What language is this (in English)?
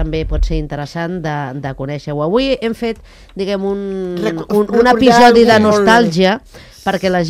Catalan